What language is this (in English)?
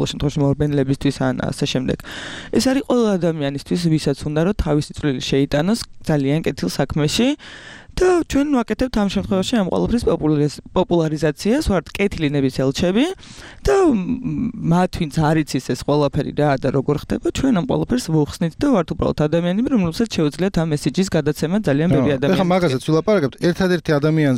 Georgian